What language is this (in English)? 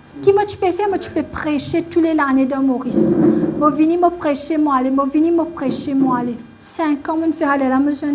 Morisyen